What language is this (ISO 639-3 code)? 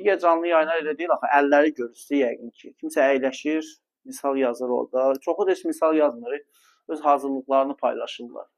aze